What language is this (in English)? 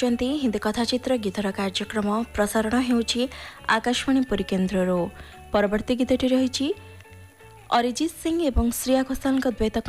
Odia